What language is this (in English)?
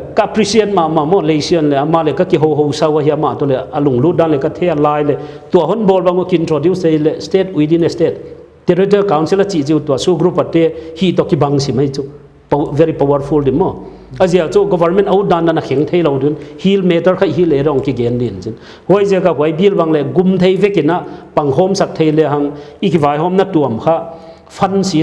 Paite Chin